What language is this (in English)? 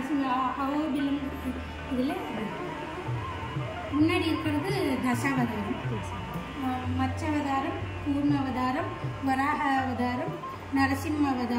Tamil